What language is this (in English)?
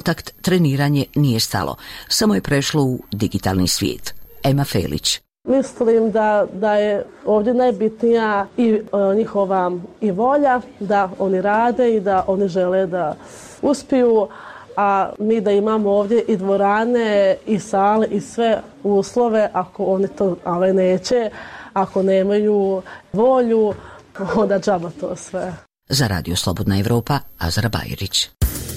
Bosnian